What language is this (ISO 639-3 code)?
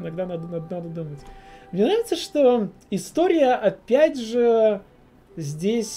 rus